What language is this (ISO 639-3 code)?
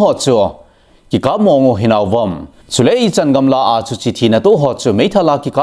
tcz